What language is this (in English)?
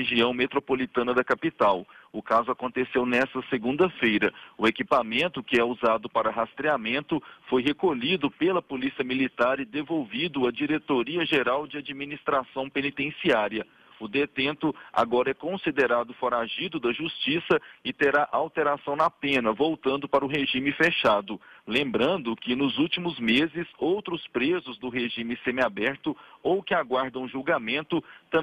Portuguese